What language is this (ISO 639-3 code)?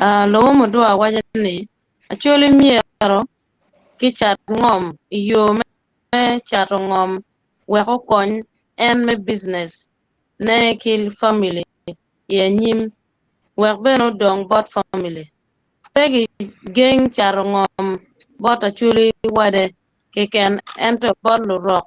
ach